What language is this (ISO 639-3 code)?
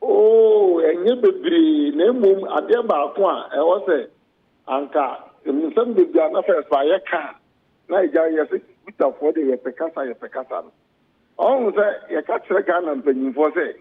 aka